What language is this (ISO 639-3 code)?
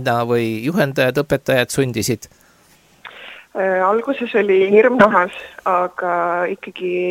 est